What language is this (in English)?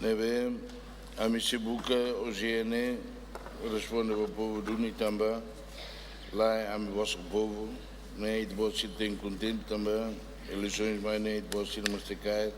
Tetum